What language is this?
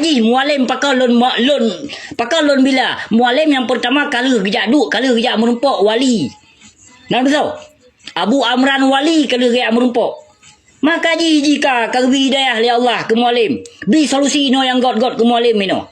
Achinese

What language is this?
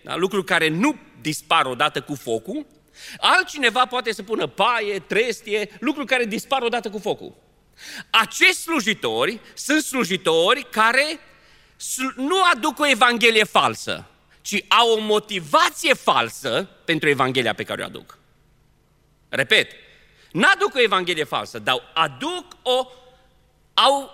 Romanian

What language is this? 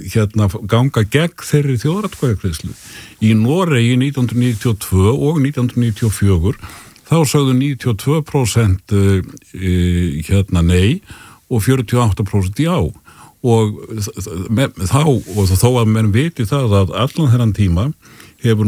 Icelandic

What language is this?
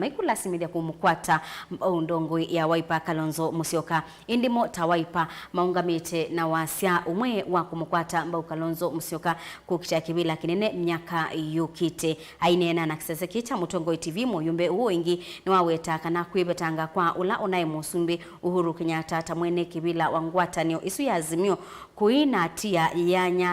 Kamba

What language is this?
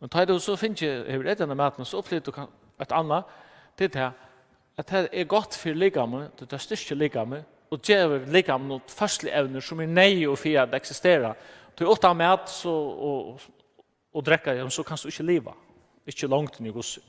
Faroese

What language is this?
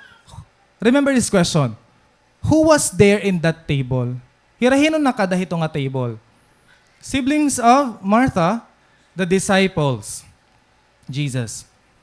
Waray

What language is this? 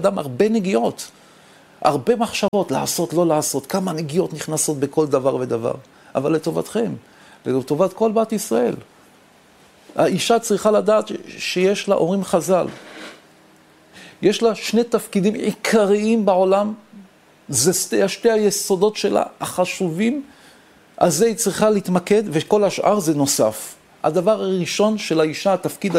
Hebrew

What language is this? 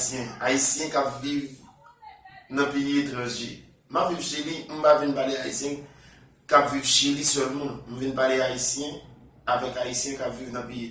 Haitian Creole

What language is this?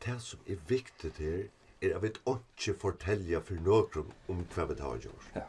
Faroese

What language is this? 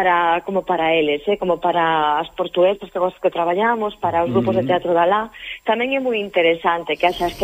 Galician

